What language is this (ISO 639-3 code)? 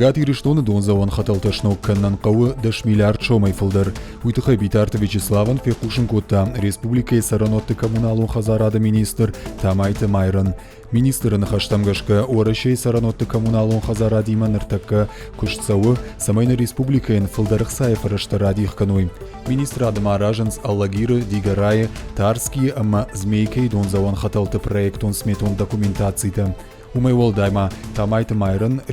oss